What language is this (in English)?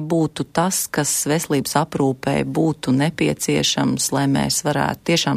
Latvian